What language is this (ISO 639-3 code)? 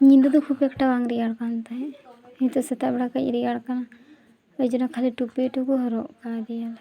sat